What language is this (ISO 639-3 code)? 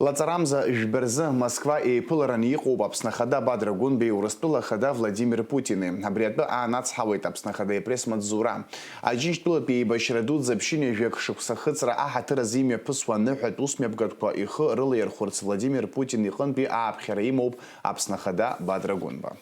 abk